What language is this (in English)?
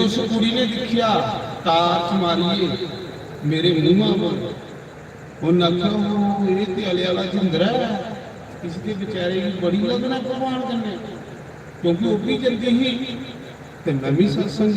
Dogri